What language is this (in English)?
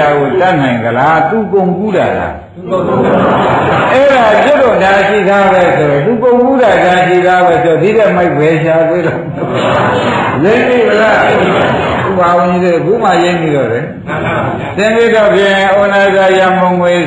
Burmese